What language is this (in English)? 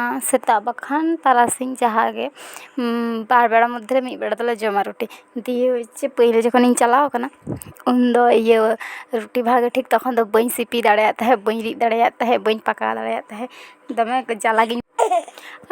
Santali